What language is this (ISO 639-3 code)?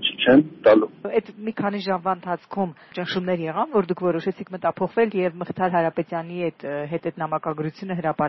hye